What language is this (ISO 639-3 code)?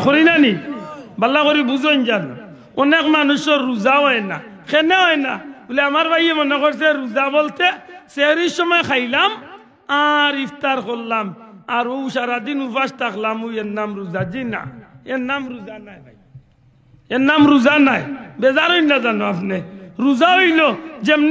syl